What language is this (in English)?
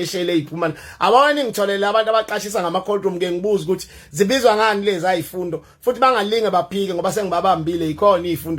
Zulu